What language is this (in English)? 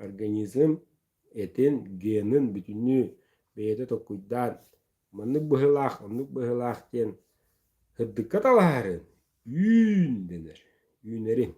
Yakut